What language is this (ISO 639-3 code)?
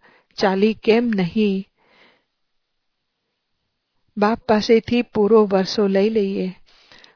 guj